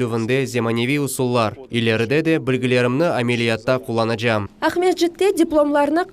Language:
Crimean Tatar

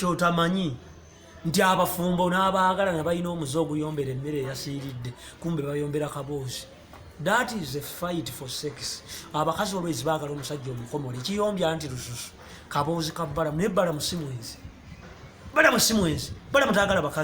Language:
Ganda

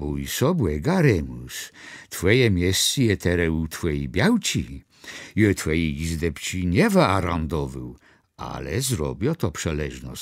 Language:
Kashubian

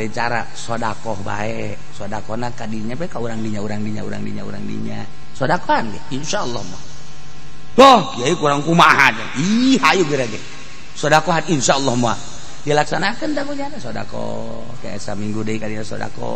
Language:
Sundanese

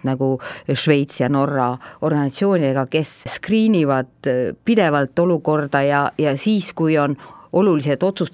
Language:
Estonian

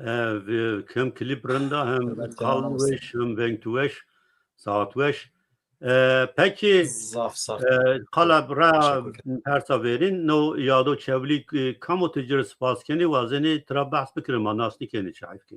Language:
Zaza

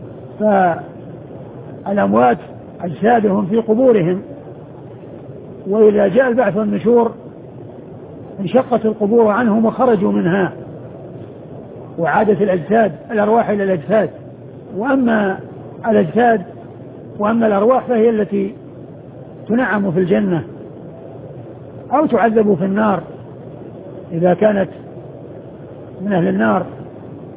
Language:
Arabic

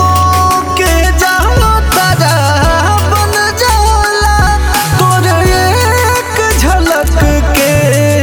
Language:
Bhojpuri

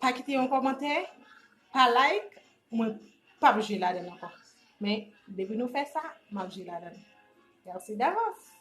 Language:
Haitian Creole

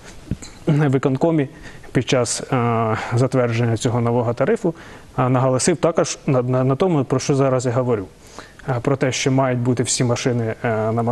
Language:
Ukrainian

